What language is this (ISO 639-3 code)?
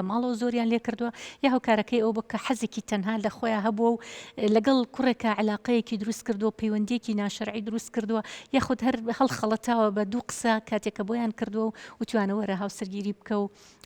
ckb